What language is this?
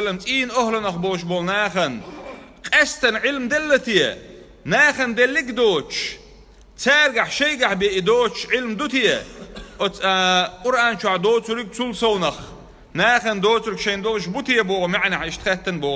Chechen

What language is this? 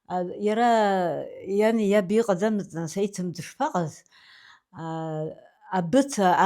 Abkhazian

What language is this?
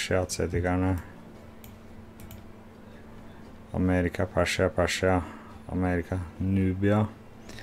Norwegian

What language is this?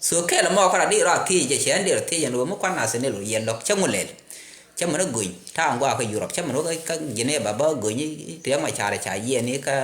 Nuer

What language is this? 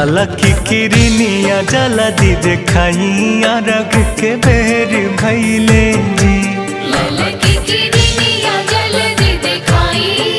Bhojpuri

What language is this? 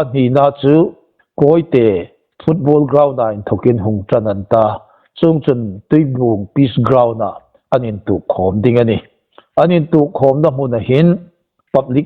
Hmar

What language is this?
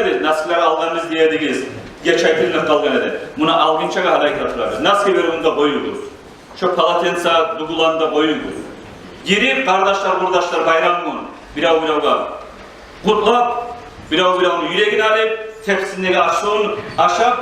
Kumyk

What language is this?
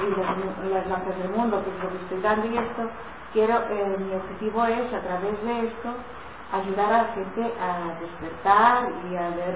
Spanish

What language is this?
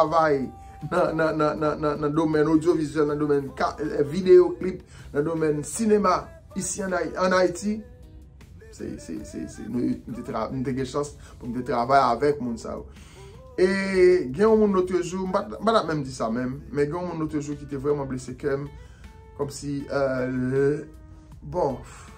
Haitian Creole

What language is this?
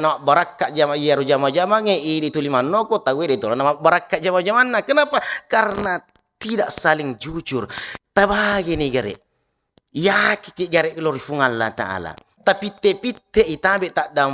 Buginese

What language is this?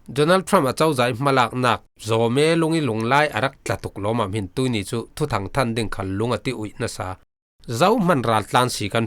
Falam Chin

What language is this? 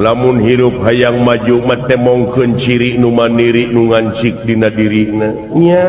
Sundanese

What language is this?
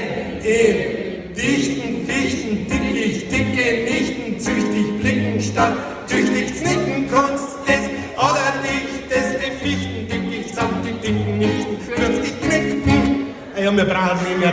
Bavarian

